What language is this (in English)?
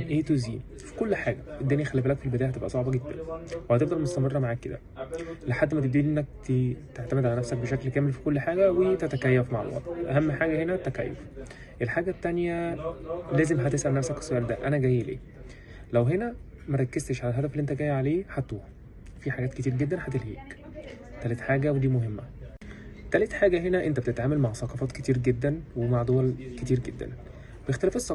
Egyptian Arabic